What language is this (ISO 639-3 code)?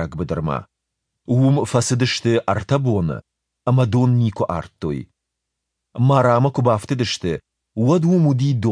oss